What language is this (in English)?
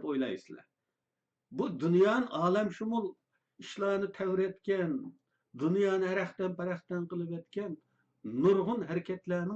Uyghur